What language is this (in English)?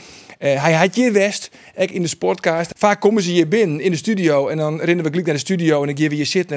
Western Frisian